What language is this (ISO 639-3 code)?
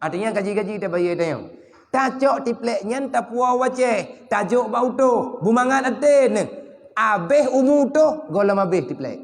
ace